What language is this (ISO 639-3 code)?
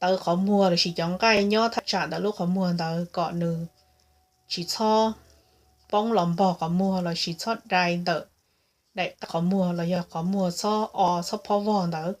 hmn